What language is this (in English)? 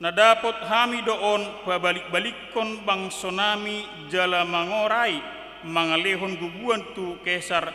Batak Toba